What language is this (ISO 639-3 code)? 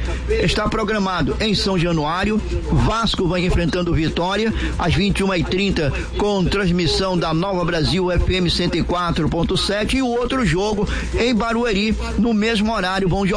por